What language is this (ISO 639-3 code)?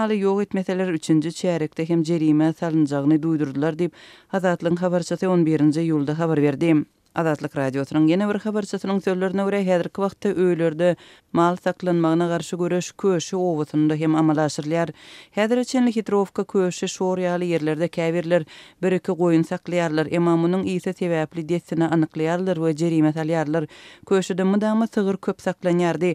tuk